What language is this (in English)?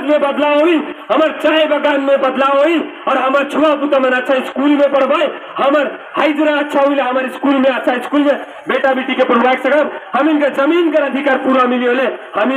Sadri